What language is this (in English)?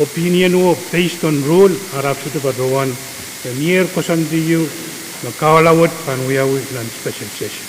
Pohnpeian